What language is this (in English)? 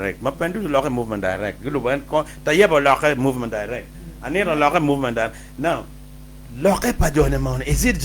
Acoli